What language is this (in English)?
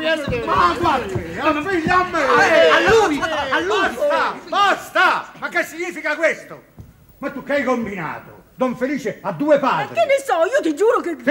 Neapolitan